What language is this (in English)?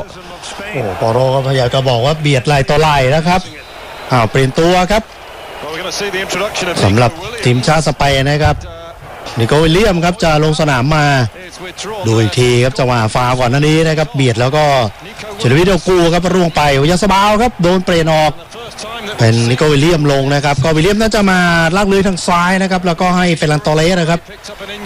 Thai